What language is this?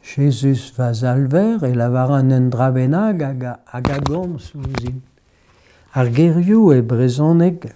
Breton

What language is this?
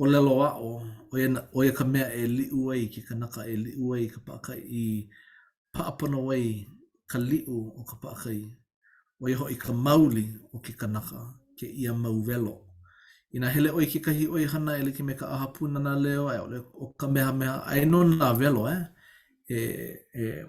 Hawaiian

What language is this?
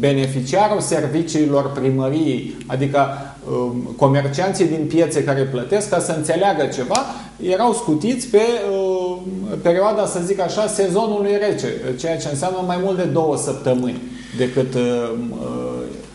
Romanian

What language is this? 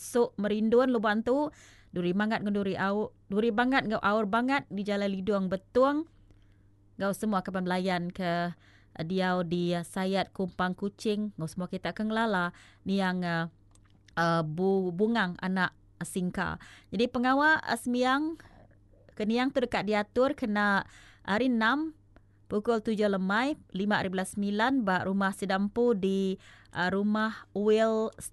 Iban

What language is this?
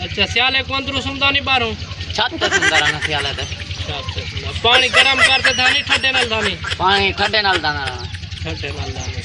Saraiki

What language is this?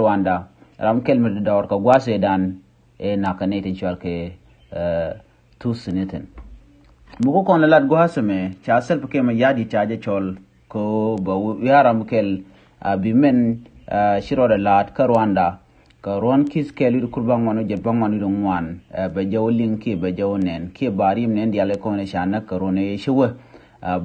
Nuer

